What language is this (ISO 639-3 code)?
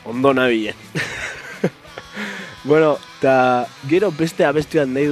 eus